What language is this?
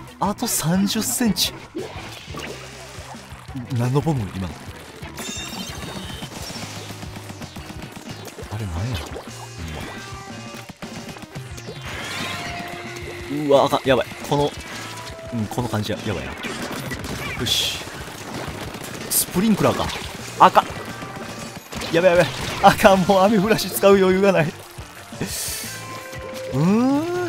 Japanese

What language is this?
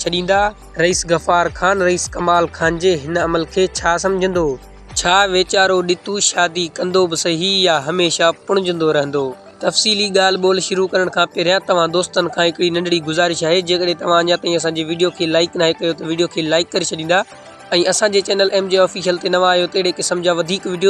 Sindhi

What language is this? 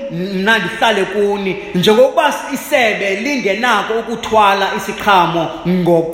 Xhosa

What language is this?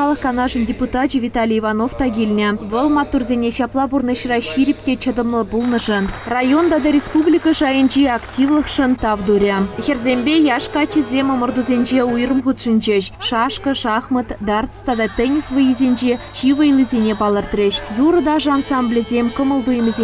Chuvash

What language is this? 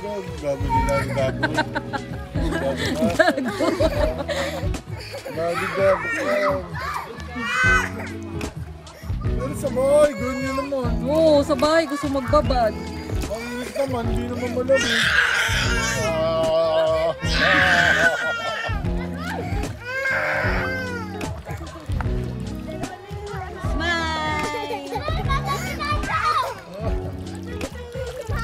Filipino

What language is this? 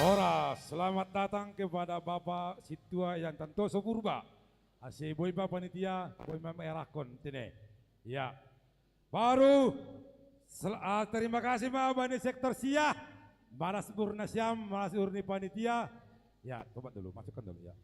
Batak Simalungun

